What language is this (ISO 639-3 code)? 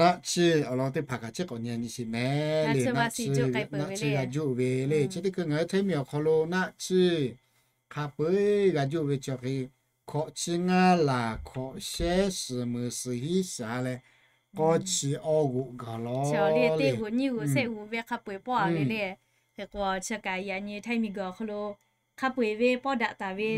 lhu